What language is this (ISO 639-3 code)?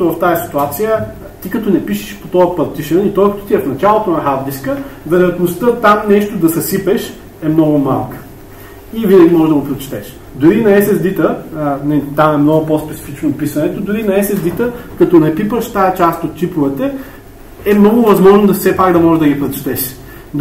bul